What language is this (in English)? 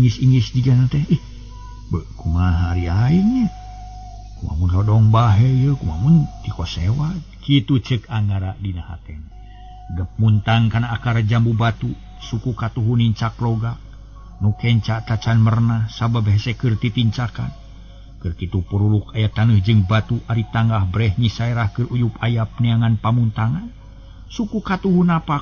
Sundanese